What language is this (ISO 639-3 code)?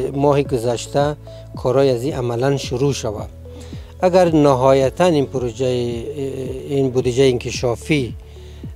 fas